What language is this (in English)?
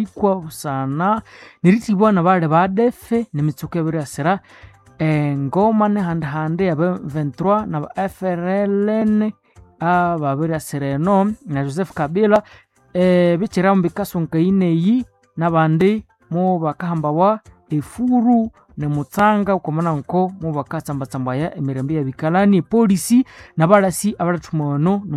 Nande